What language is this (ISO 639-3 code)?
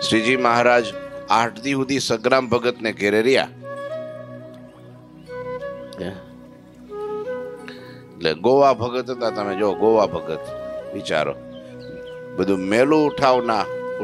guj